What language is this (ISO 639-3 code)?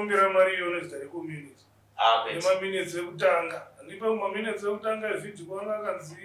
sna